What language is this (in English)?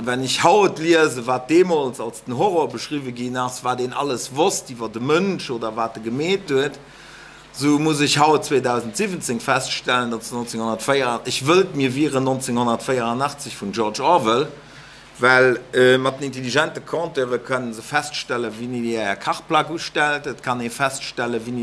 Luxembourgish